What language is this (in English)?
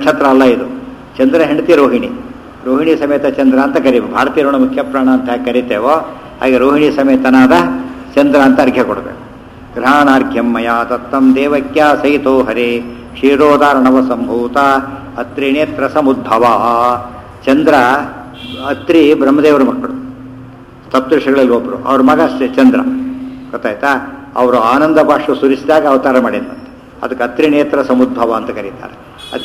Kannada